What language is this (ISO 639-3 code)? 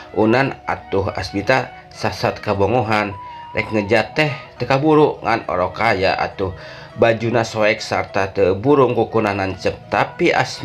sun